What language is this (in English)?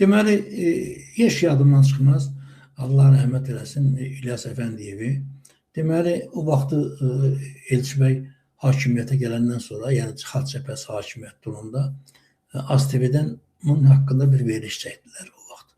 Azerbaijani